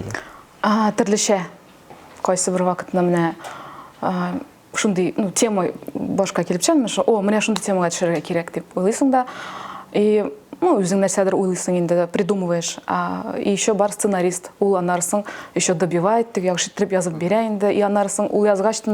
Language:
Tatar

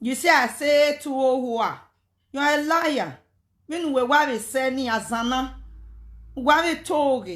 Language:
Nigerian Pidgin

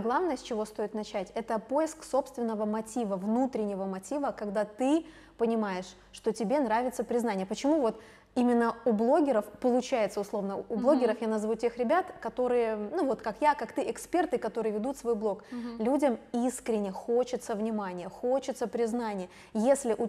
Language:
Russian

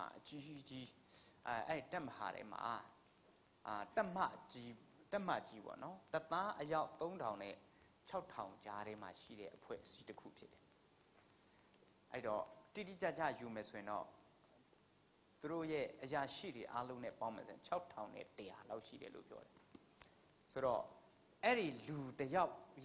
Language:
Burmese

